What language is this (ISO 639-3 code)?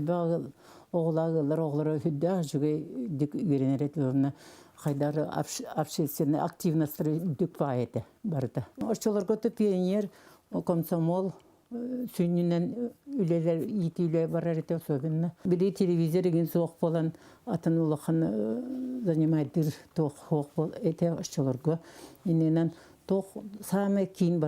sah